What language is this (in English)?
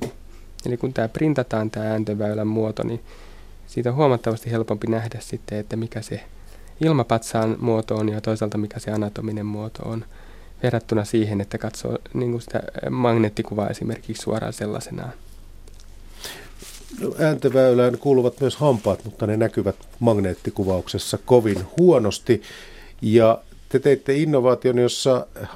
Finnish